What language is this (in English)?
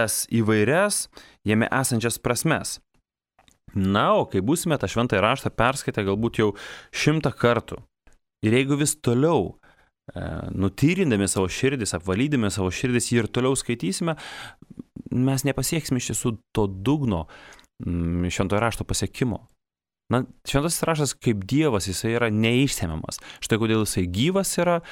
Lithuanian